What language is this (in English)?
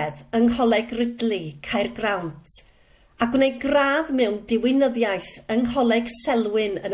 Welsh